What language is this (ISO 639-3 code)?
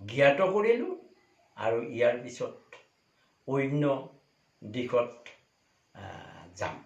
asm